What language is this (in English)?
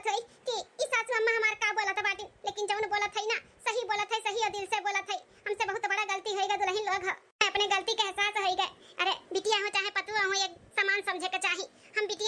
Awadhi